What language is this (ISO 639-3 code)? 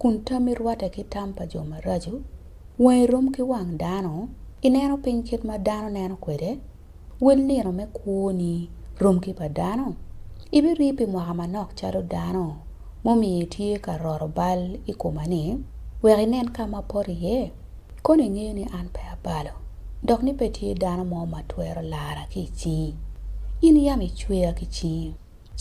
ach